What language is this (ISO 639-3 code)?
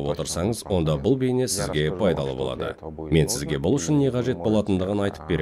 kaz